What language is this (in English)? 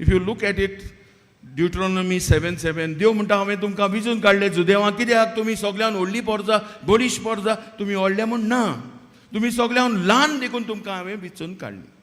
Konkani